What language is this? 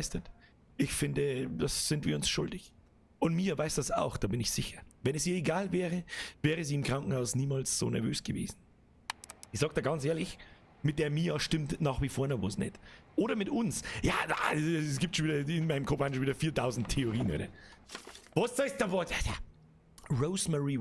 Bavarian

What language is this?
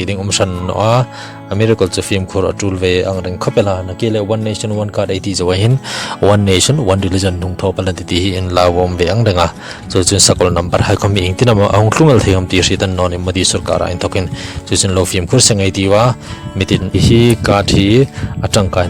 Hmar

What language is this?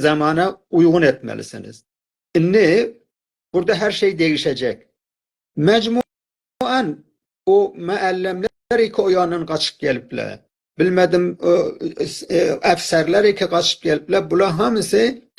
South Azerbaijani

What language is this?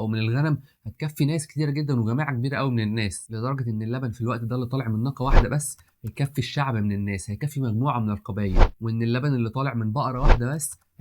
Egyptian Arabic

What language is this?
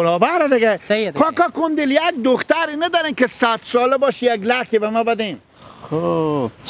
Hazaragi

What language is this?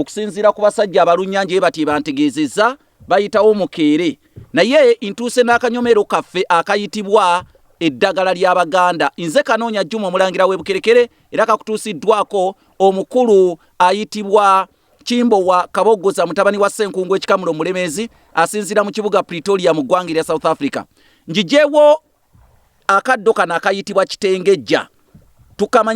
Ganda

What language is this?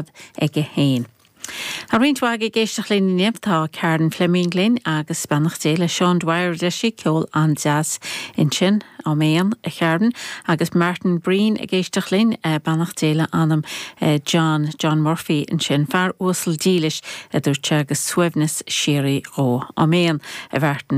Irish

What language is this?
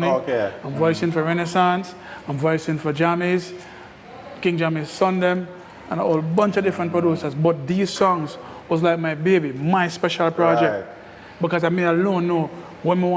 Jamaican Creole English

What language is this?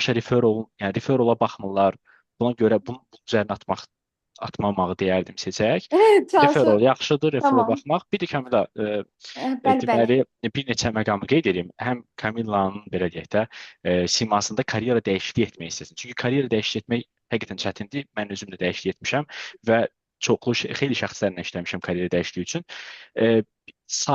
Azerbaijani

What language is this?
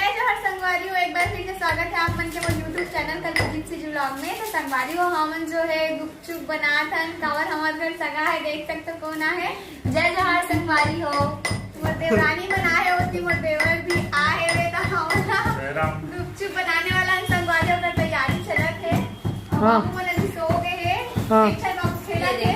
Chhattisgarhi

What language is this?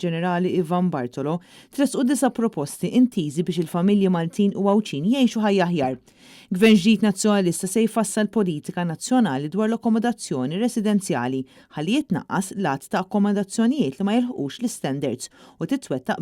Maltese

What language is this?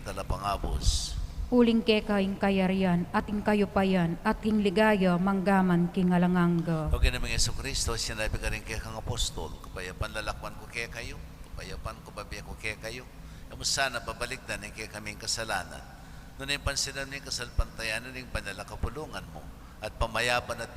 Pampanga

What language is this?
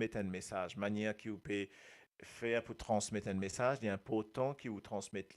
Morisyen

